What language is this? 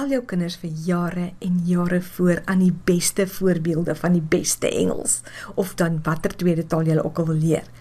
Afrikaans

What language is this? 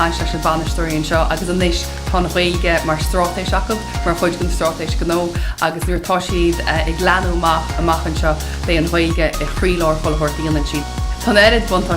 Irish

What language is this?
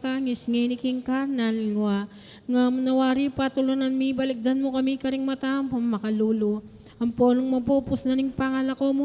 Pampanga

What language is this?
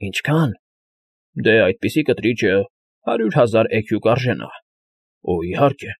Armenian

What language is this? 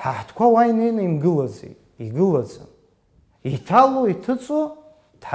Abkhazian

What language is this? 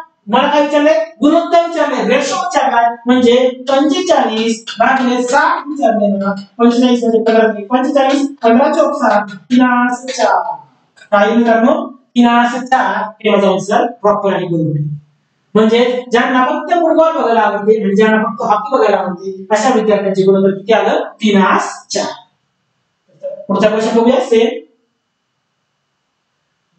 Marathi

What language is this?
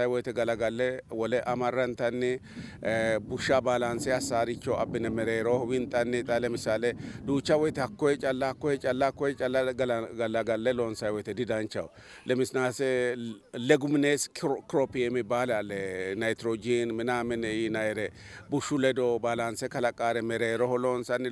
Sidamo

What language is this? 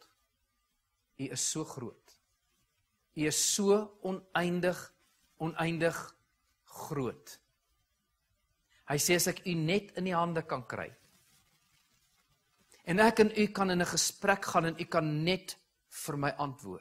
Afrikaans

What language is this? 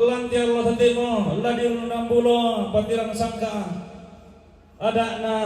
Toraja-Sa'dan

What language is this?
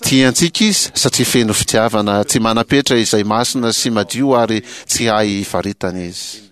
Malagasy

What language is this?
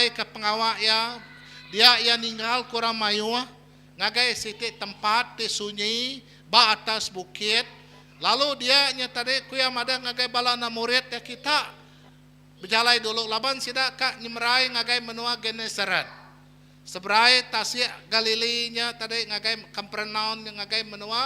Iban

